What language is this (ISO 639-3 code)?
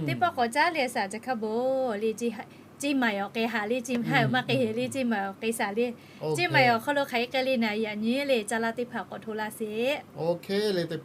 lhu